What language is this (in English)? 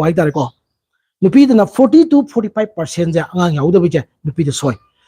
Manipuri